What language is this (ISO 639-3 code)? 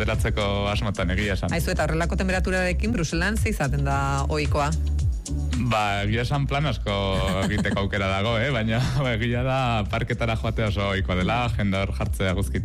eus